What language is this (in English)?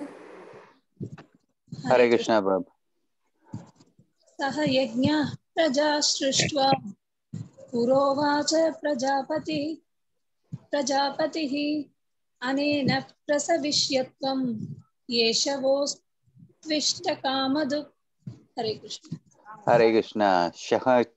Tamil